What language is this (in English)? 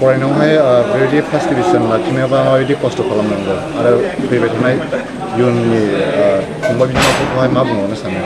Bodo